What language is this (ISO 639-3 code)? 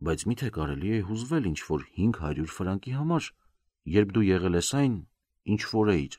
hye